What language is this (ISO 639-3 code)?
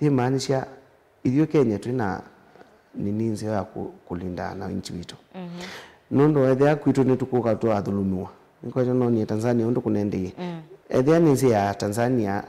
kam